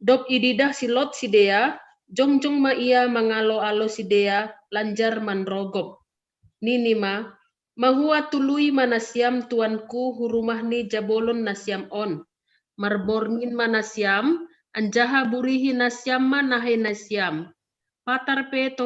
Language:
Batak Simalungun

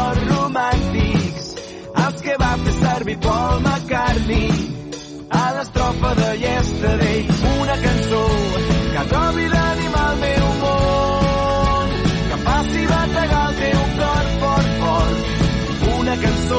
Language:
Catalan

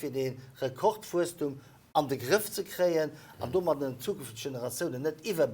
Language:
Luxembourgish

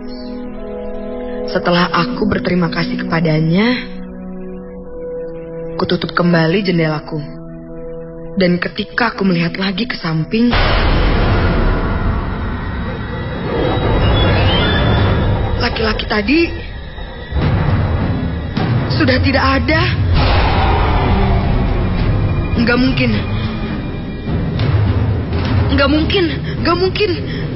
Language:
Indonesian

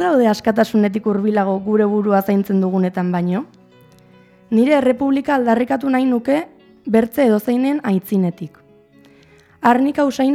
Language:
Basque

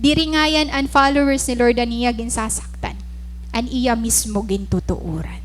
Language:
Waray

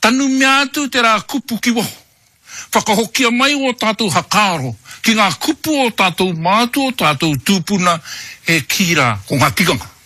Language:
Māori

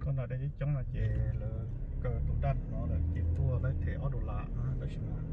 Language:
Hmong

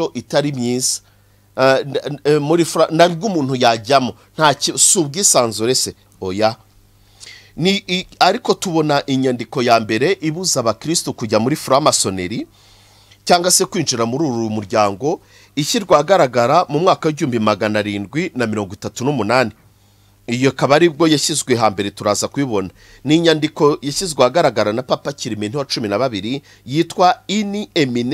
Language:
Kinyarwanda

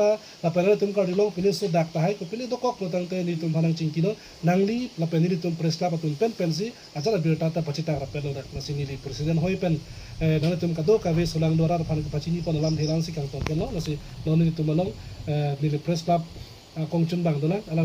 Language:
Karbi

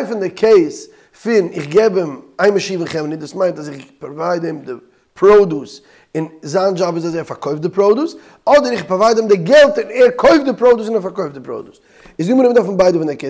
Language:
Yiddish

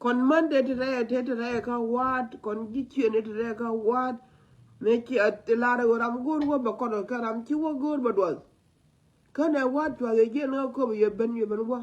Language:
Nuer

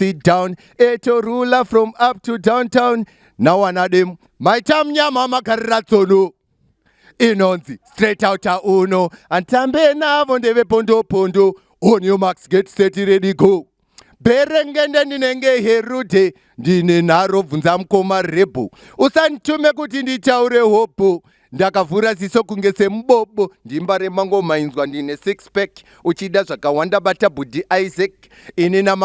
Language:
Shona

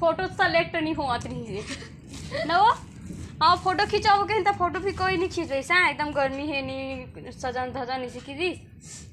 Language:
Chhattisgarhi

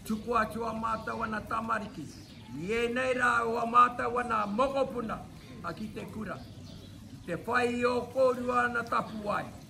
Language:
Māori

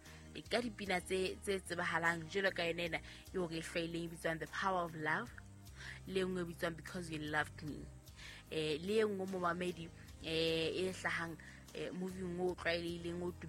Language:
Southern Sotho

